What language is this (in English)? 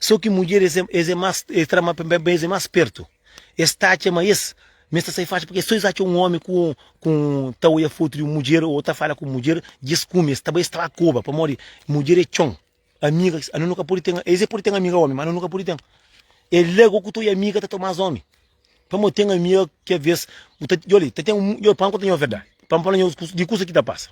Kabuverdianu